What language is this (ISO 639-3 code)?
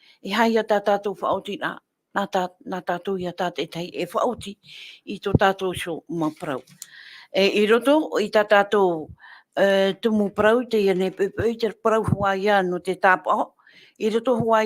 tah